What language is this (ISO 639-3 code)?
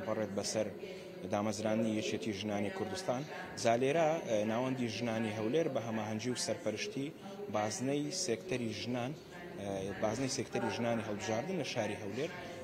ckb